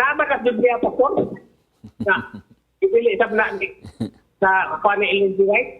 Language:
Cebuano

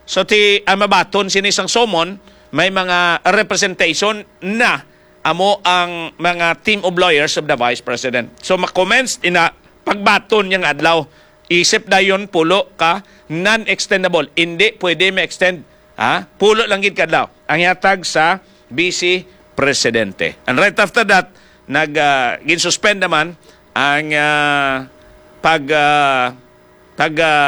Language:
Hiligaynon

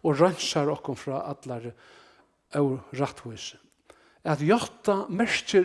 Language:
Faroese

